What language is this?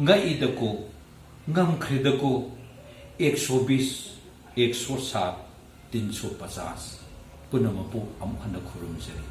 Manipuri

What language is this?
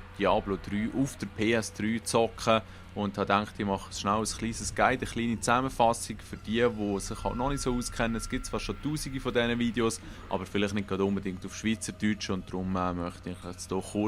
Swiss German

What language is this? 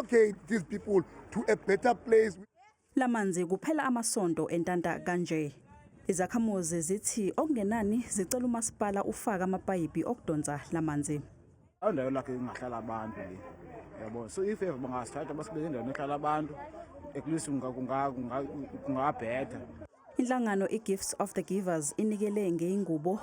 Zulu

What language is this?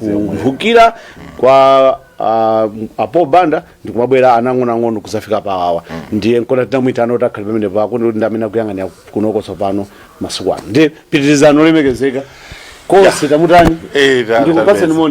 Nyanja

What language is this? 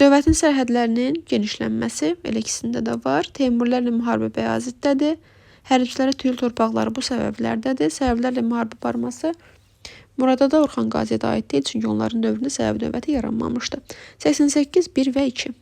Azerbaijani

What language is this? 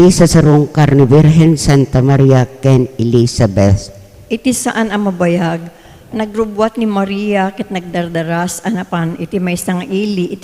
Iloko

